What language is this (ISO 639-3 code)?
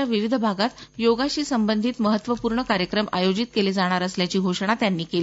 mar